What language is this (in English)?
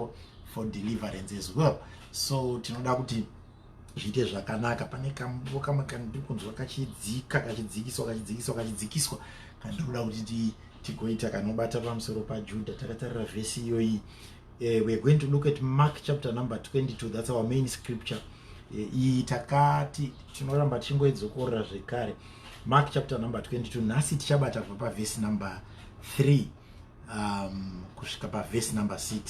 Shona